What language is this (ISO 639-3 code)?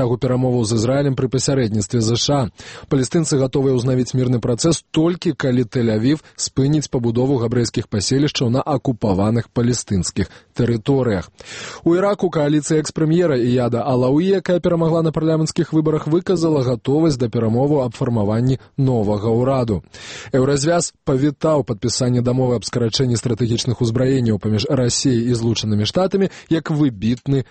bel